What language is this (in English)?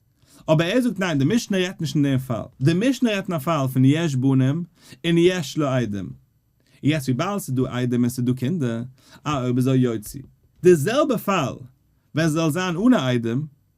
Yiddish